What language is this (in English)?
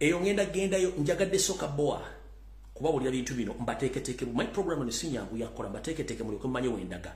Ganda